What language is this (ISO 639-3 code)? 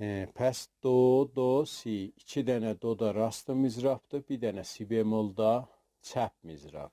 azb